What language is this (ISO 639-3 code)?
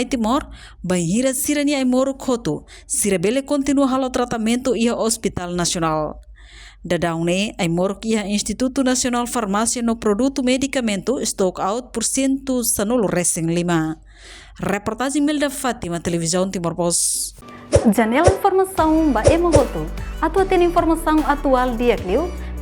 tet